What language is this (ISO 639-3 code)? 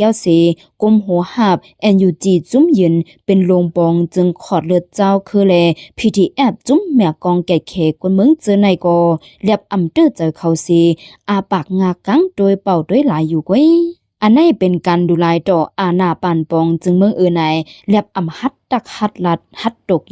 shn